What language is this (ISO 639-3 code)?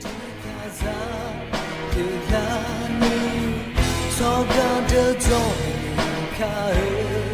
ahk